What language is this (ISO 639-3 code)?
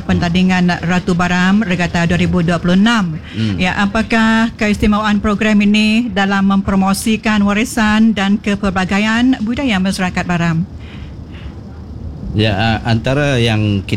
msa